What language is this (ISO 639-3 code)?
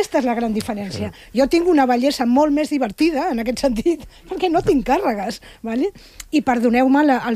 cat